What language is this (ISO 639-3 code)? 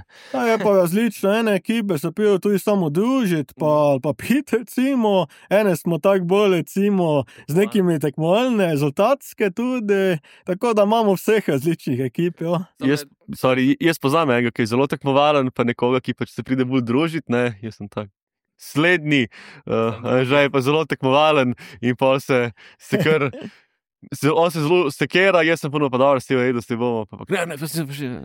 slv